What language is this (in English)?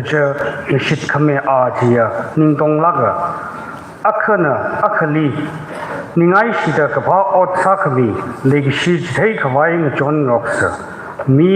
Tangkhul Naga (India)